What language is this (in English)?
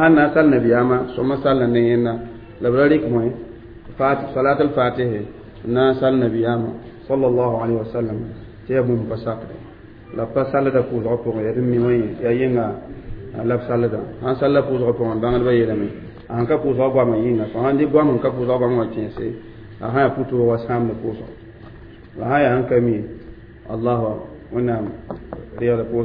Mossi